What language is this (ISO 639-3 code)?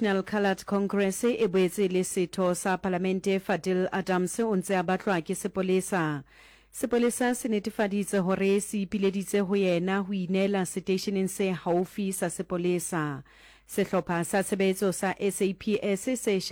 sot